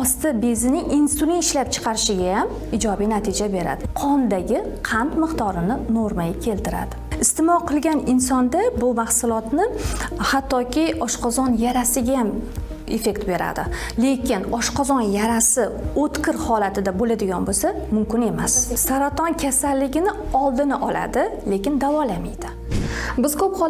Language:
Uzbek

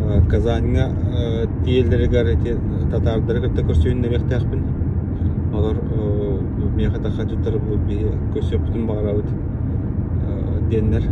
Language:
Yakut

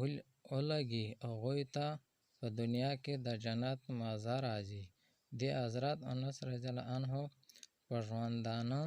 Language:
Pashto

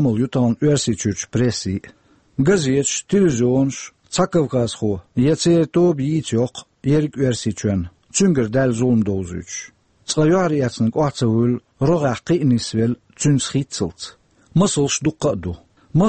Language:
Chechen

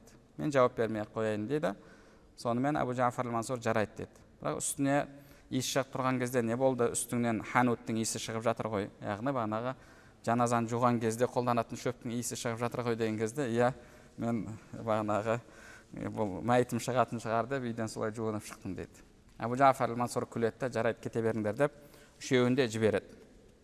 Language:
Kazakh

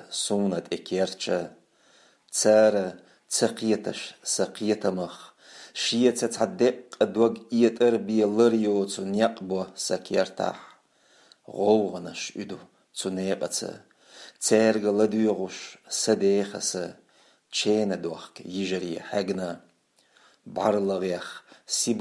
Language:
Chechen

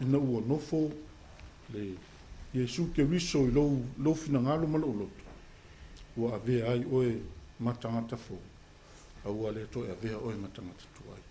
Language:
Samoan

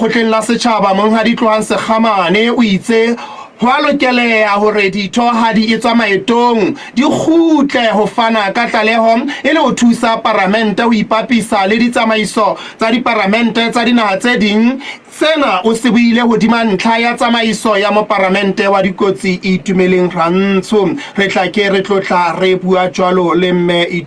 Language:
Southern Sotho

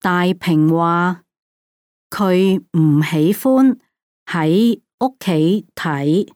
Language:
Cantonese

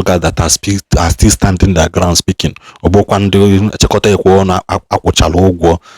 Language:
Igbo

